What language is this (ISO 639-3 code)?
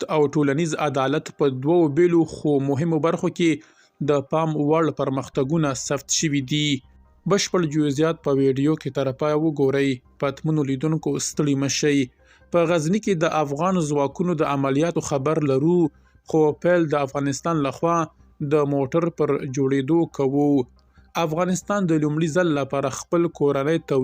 pus